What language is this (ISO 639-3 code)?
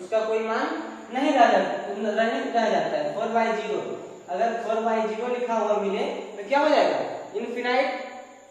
hin